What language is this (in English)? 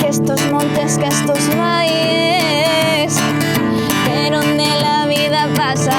Asturian